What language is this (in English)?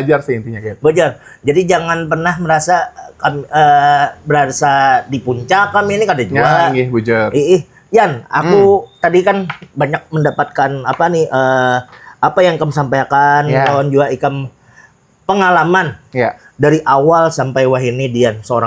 Banjar